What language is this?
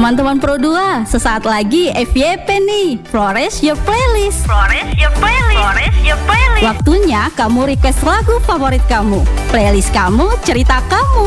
Indonesian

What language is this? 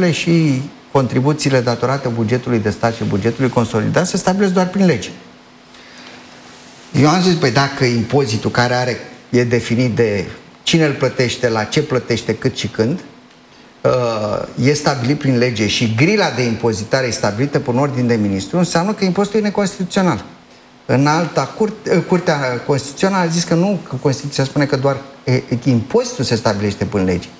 Romanian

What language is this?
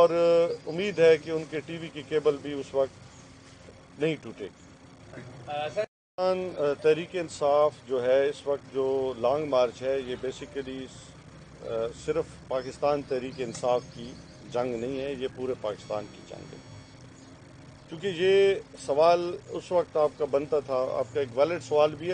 Urdu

